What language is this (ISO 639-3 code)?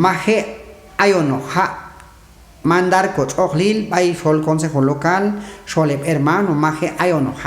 kjb